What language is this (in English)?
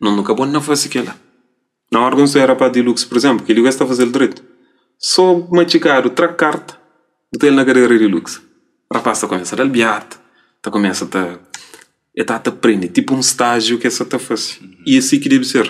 Kabuverdianu